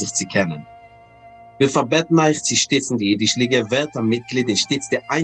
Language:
Yiddish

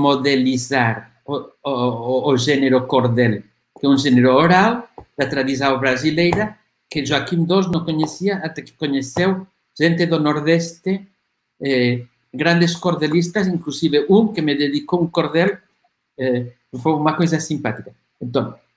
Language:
Portuguese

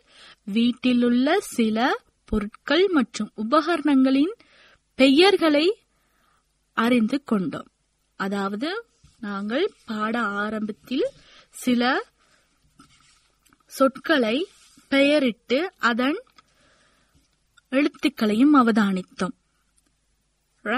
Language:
Tamil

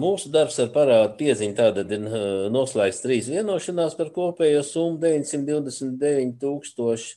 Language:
Latvian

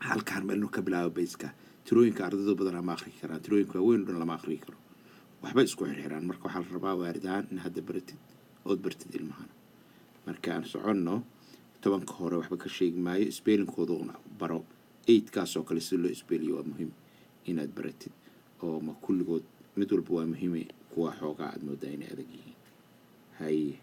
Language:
Somali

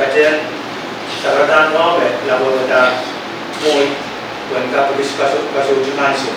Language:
Pohnpeian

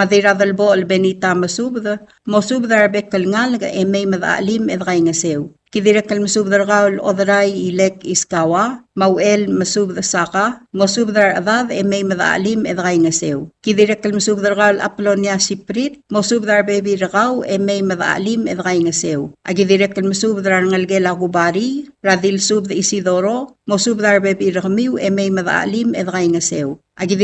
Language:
Palauan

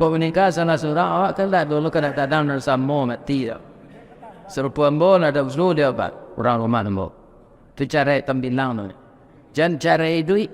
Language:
Minangkabau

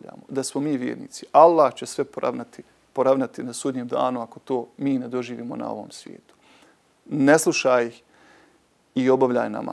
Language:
Bosnian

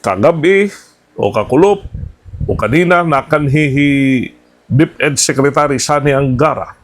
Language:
Waray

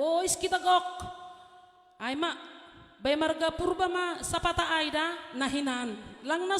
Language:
Batak Simalungun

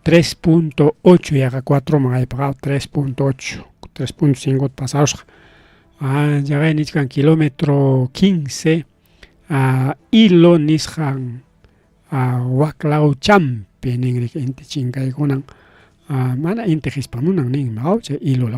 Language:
Ayacucho Quechua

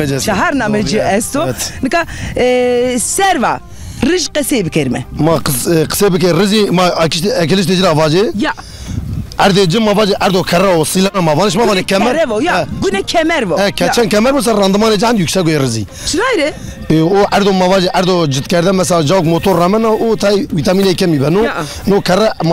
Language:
Zaza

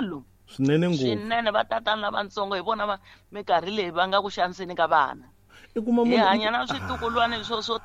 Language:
Tsonga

